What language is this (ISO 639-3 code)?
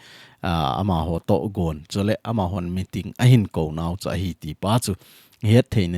tcz